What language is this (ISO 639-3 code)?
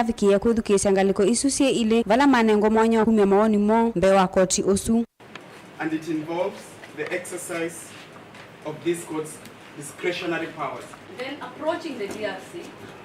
kam